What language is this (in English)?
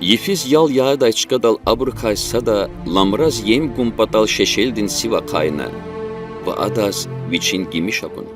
Lezghian